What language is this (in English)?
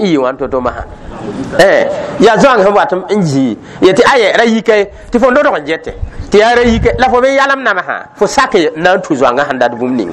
Mossi